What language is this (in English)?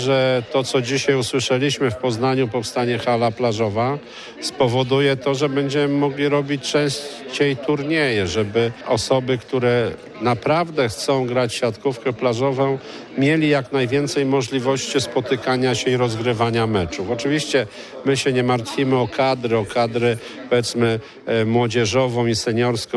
Polish